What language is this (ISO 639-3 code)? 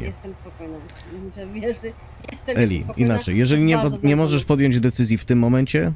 pol